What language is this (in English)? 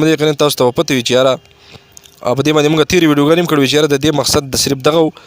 Pashto